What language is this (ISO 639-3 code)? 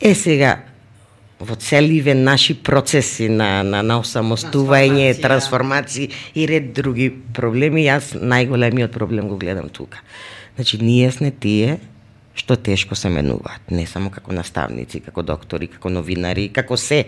mkd